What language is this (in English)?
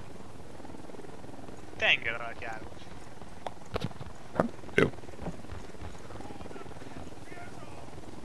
Hungarian